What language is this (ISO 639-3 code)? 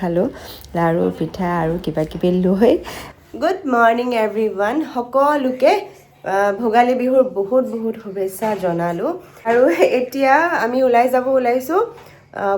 asm